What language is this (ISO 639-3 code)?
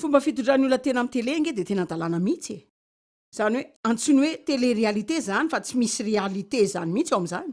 mlg